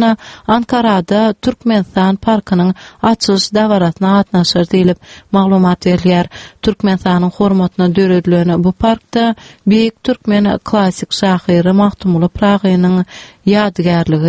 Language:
Turkmen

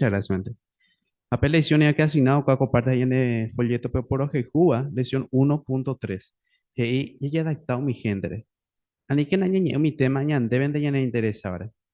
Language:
Guarani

